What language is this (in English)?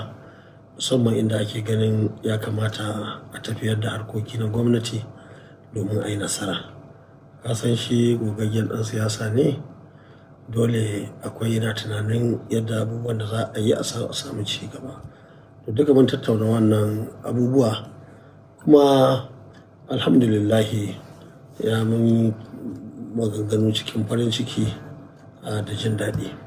Hausa